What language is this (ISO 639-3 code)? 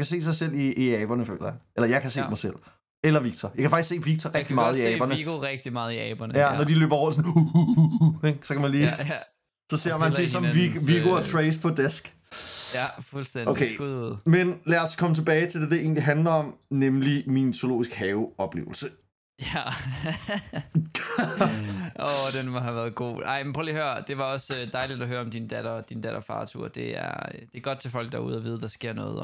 dan